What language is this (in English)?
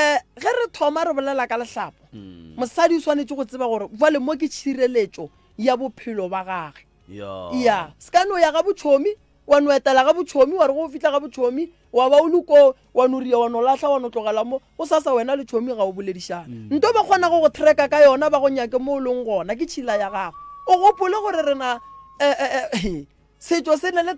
Northern Sotho